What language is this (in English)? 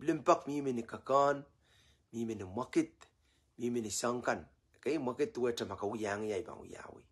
Pohnpeian